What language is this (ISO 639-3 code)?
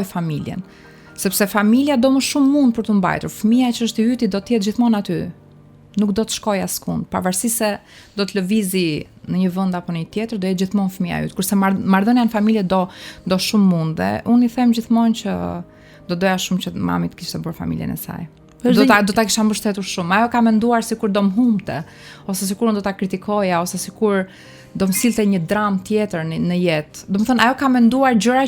sqi